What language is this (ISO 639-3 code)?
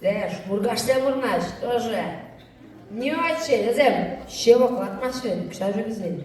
chv